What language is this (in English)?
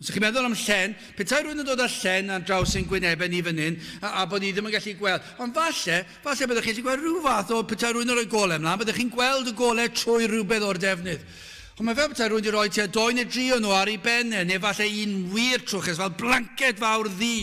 Welsh